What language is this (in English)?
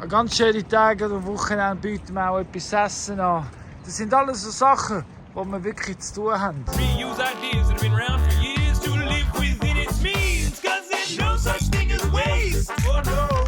Swiss German